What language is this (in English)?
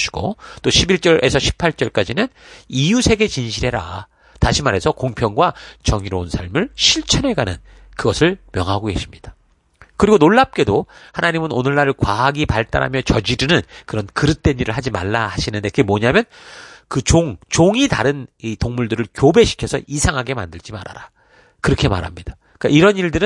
Korean